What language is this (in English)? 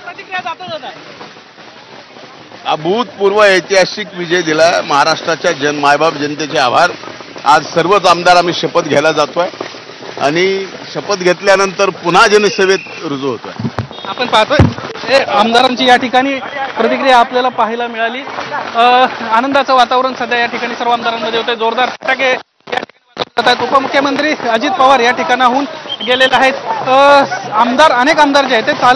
Marathi